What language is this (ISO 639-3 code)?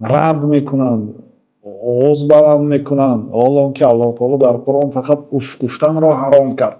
tgk